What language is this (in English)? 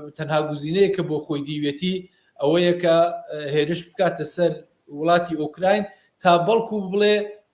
Central Kurdish